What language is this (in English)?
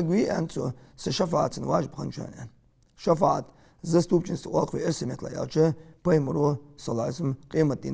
Ingush